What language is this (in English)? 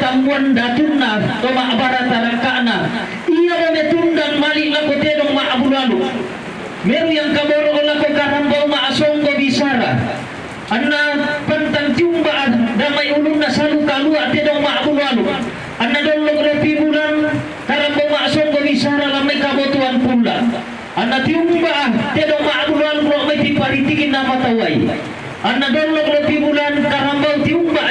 Toraja-Sa'dan